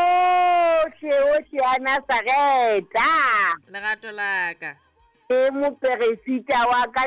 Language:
Southern Sotho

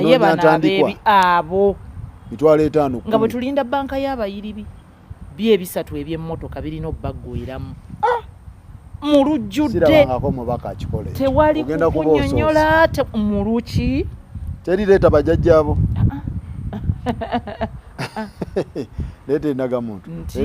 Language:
Ganda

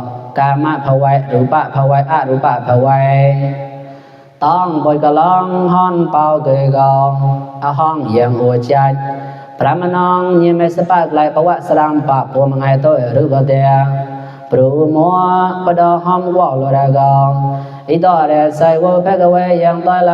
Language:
Mon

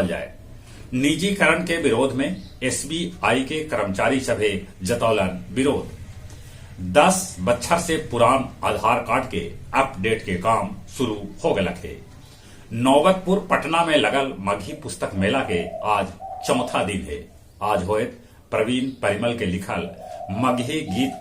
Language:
Magahi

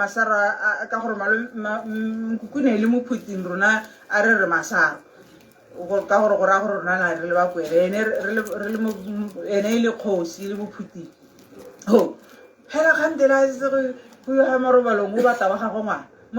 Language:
Tswana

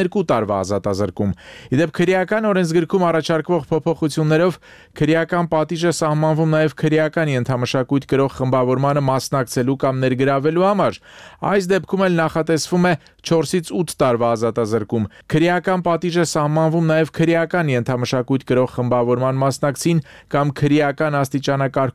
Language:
Armenian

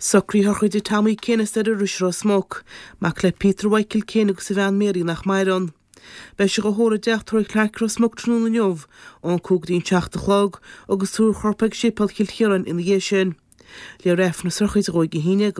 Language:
Irish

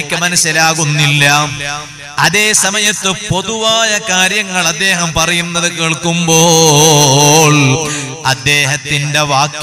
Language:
Malayalam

